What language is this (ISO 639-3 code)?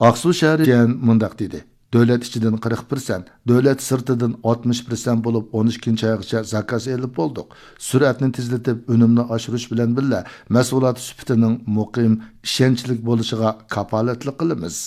uig